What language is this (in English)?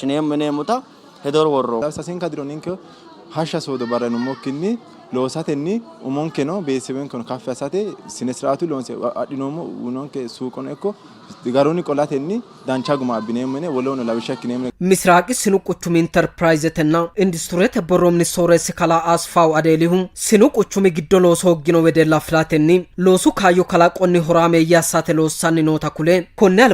Sidamo